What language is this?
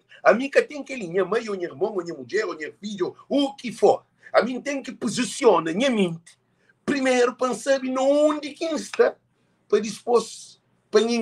Kabuverdianu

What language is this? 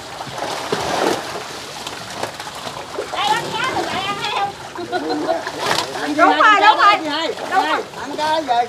Vietnamese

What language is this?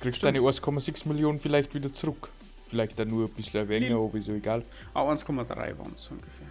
Bavarian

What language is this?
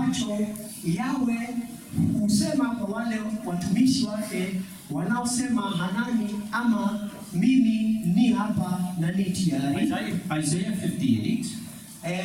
Swahili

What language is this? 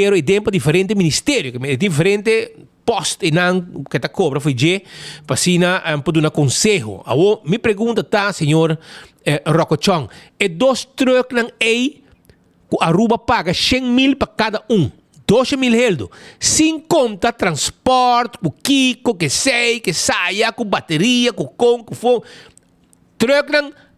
Papiamento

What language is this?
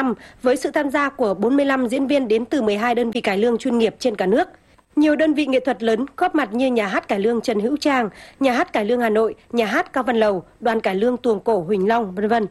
Vietnamese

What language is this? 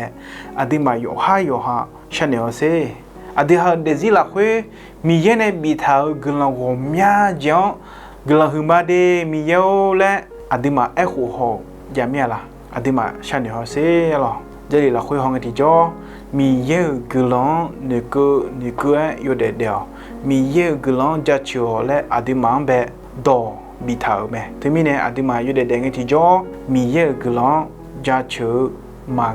Akha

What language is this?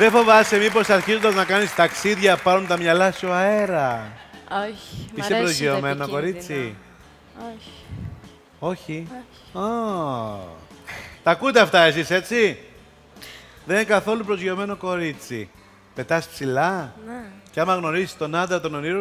Greek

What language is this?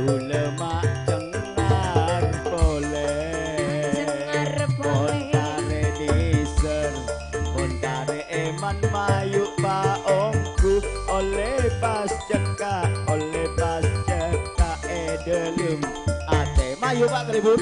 Madurese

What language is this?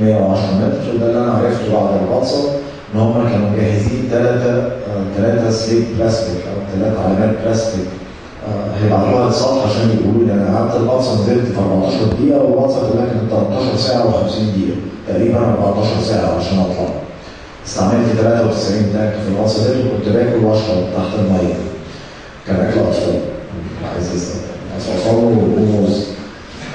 Egyptian Arabic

